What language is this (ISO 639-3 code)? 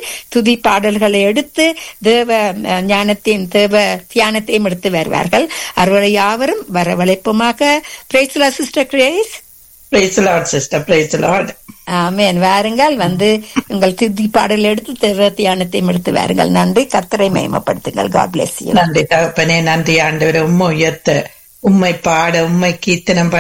tam